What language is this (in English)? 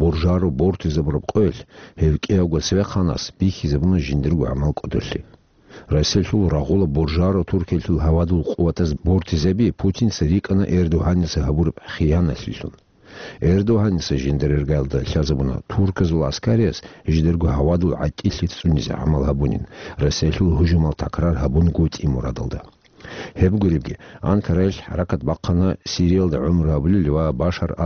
Avaric